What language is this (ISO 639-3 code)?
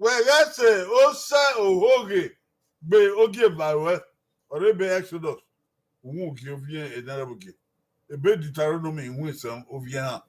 bin